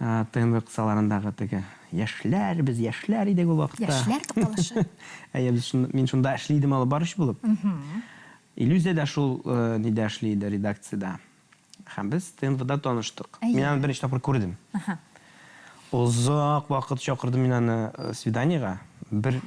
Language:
Tatar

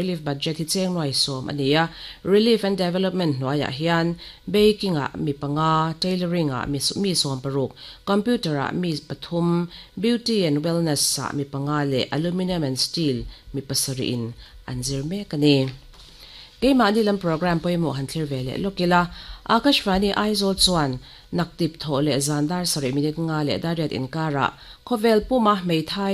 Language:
Mizo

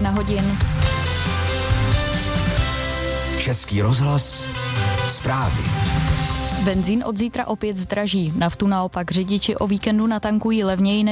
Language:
Czech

